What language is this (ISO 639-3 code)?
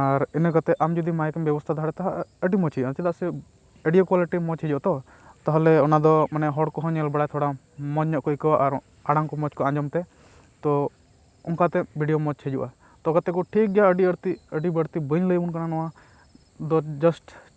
sat